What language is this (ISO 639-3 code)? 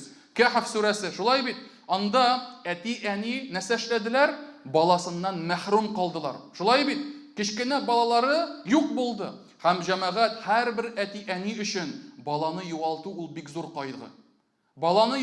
tat